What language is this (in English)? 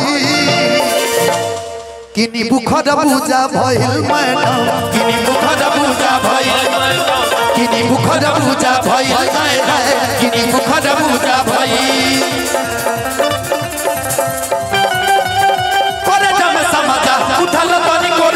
Bhojpuri